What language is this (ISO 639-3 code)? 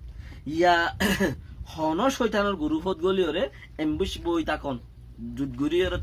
rhg